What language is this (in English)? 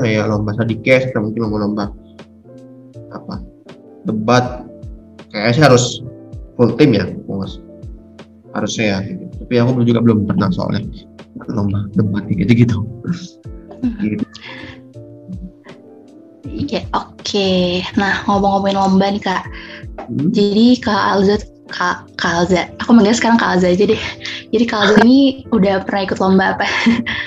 Indonesian